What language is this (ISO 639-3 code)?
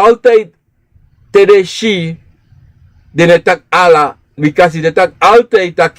srn